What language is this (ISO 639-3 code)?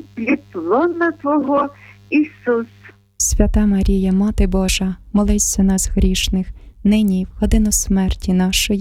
ukr